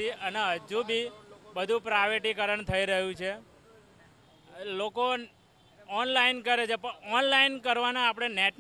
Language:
Gujarati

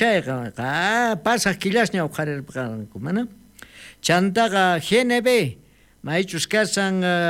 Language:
South Bolivian Quechua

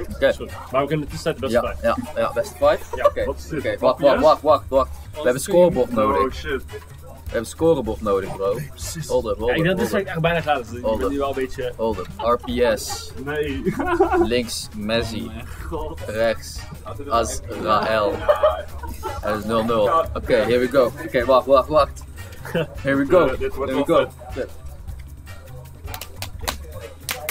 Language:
Dutch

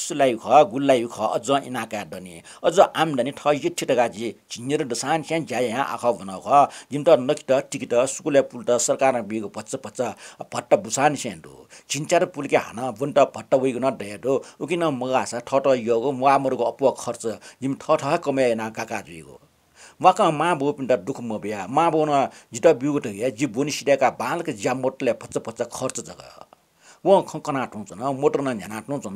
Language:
Newari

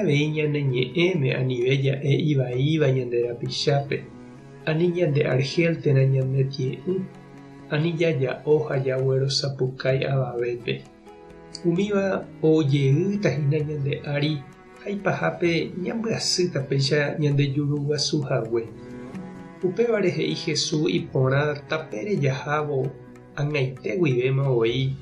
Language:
Guarani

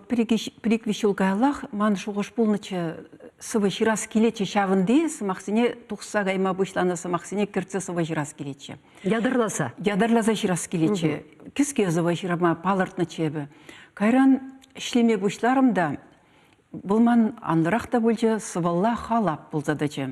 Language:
Chuvash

